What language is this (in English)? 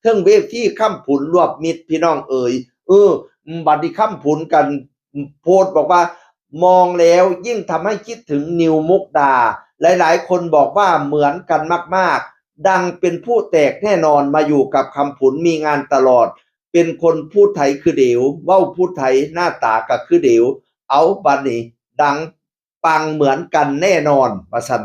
Northeastern Thai